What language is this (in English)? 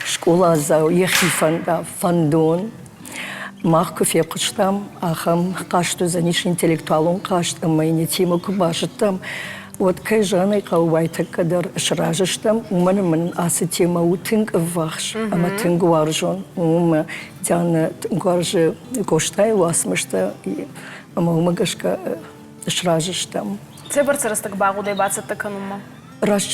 Ossetic